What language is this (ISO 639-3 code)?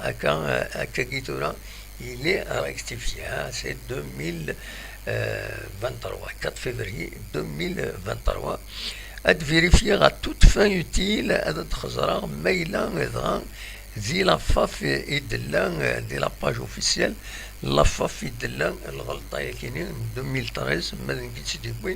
kab